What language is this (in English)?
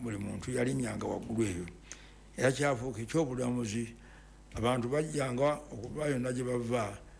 Ganda